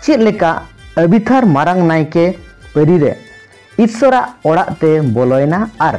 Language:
Santali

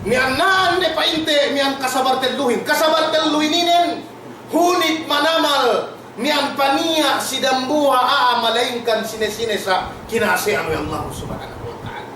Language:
Yakan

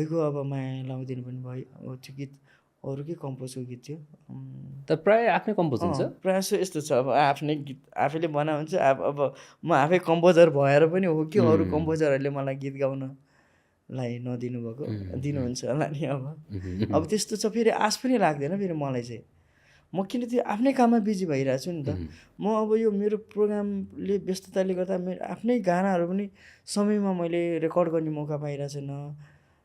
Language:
Nepali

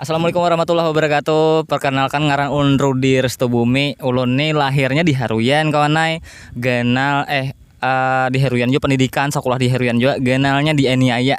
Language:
Banjar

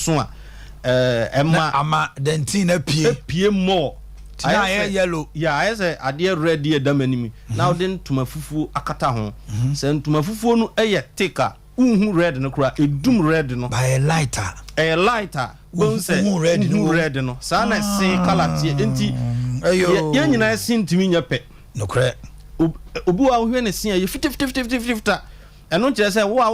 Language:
Akan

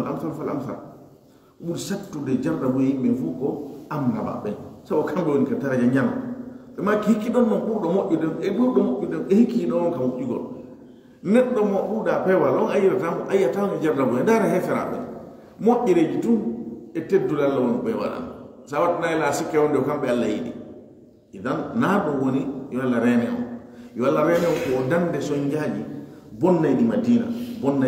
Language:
Fula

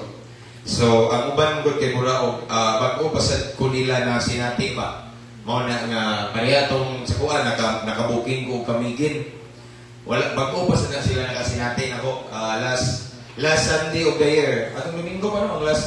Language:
Cebuano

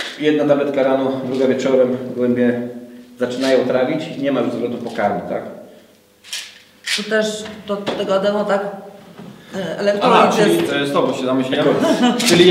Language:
Polish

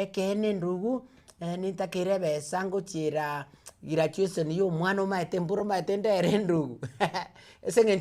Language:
Gusii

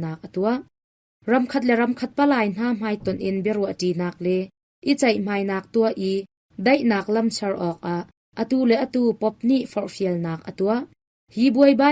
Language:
Hakha Chin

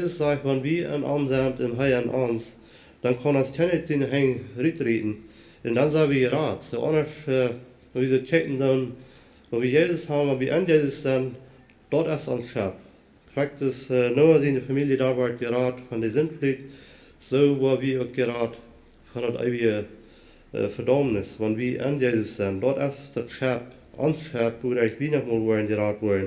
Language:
Plautdietsch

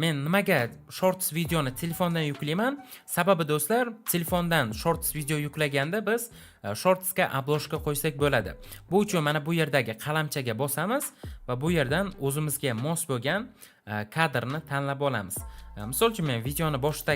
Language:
Uzbek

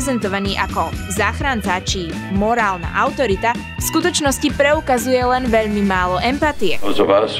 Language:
Slovak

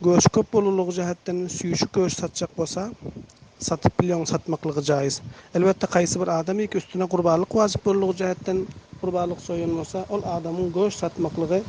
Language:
Turkmen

